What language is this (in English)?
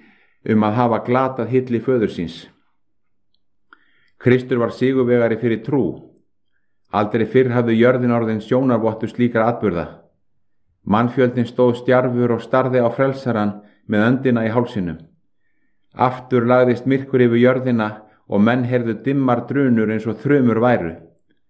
Icelandic